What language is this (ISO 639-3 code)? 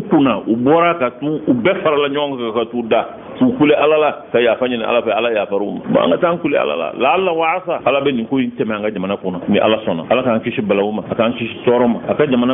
bam